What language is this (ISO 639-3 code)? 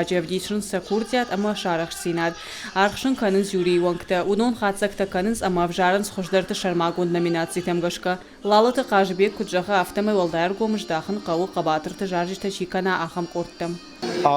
oss